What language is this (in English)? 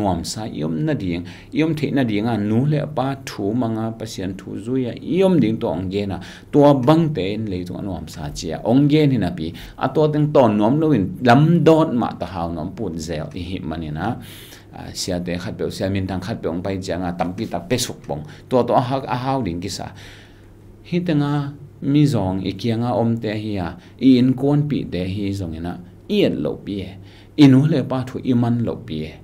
Tedim Chin